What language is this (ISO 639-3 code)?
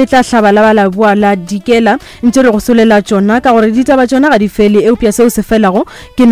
nso